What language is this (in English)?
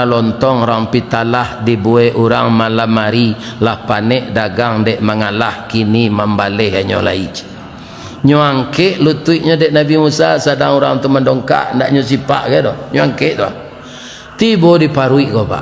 Minangkabau